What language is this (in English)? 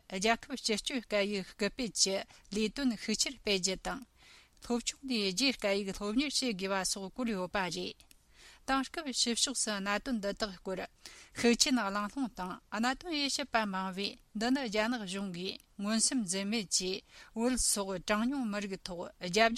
Tibetan